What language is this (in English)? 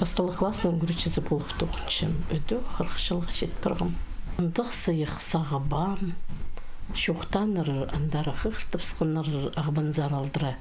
Khakas